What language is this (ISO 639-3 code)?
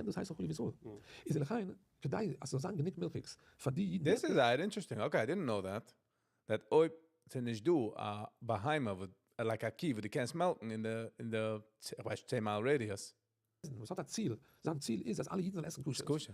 yid